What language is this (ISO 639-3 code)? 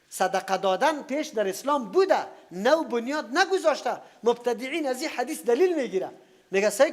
fas